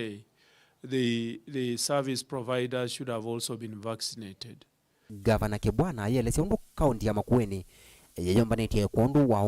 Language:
Kamba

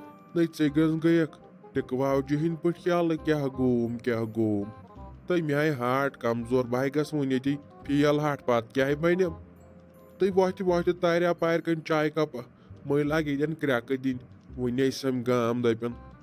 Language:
Kashmiri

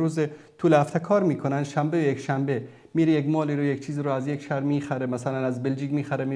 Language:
Persian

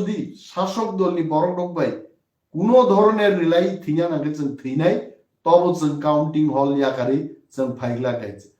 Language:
Kok Borok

